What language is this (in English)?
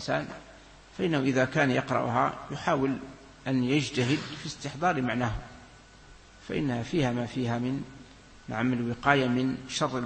Arabic